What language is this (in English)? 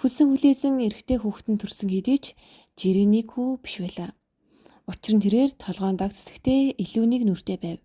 Mongolian